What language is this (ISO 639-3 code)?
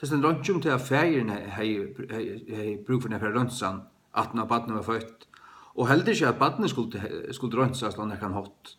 fao